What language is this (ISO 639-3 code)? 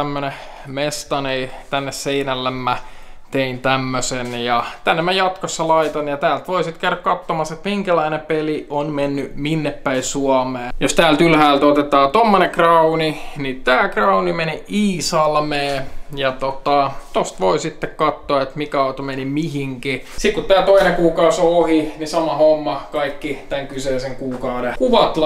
fin